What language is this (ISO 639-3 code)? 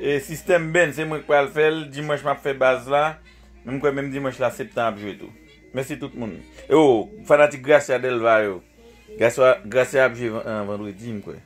hat